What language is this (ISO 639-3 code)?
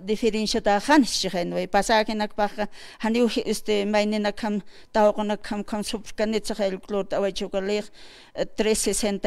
aym